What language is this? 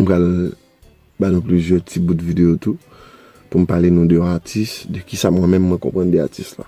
Haitian Creole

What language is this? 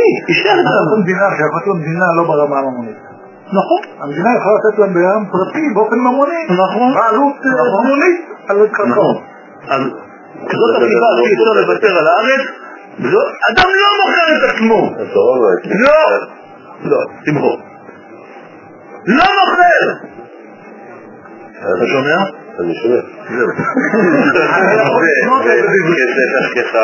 Hebrew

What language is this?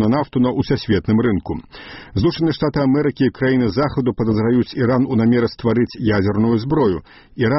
Belarusian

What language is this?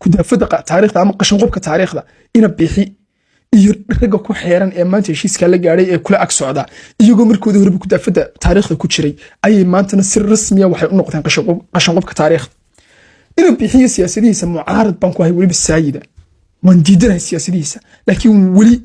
Somali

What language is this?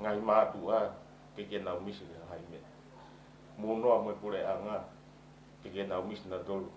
Tongan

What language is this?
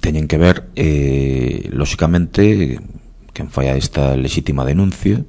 Galician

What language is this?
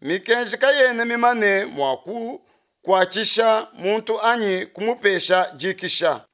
Luba-Lulua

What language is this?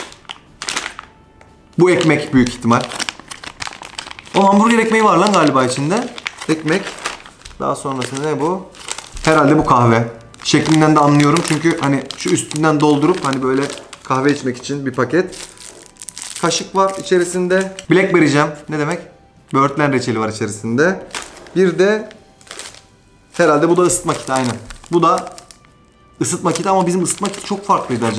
Turkish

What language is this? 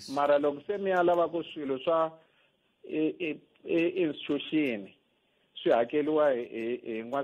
Tsonga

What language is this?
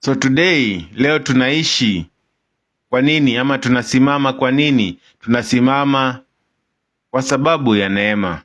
Swahili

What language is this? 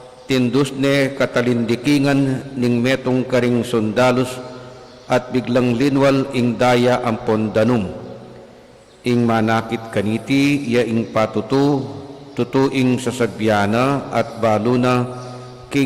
Pampanga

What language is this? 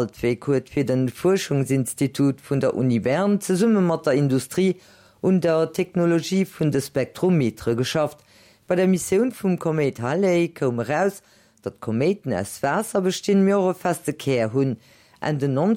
Luxembourgish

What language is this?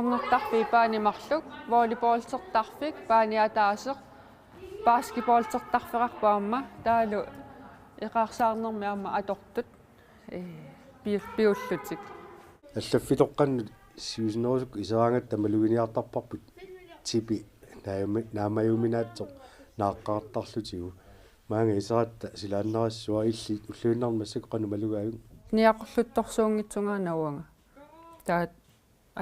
Kalaallisut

